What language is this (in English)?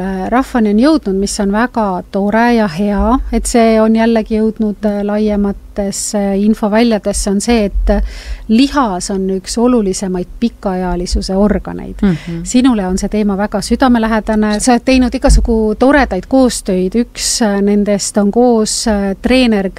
Estonian